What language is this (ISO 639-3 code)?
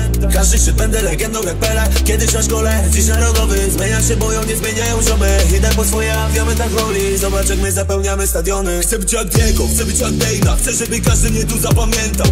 pol